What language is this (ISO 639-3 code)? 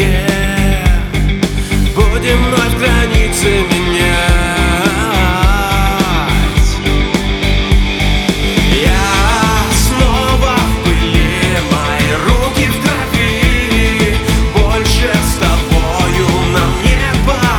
rus